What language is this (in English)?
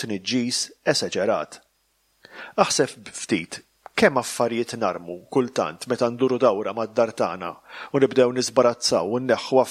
Maltese